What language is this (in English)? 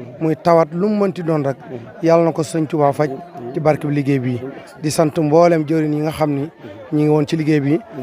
Wolof